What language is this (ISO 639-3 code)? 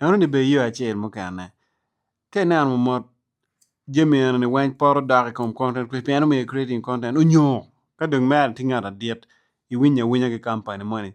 ach